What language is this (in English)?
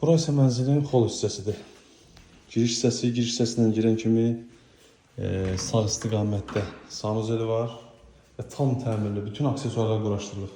Azerbaijani